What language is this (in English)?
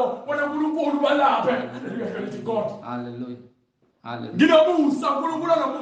Zulu